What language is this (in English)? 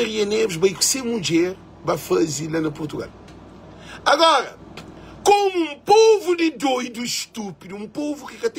Kabuverdianu